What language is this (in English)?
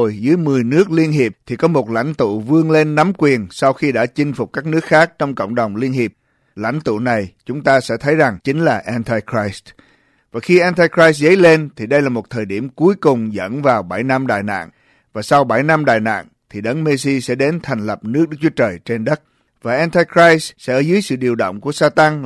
Vietnamese